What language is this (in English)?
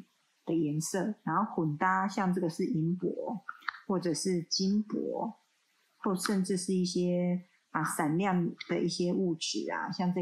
Chinese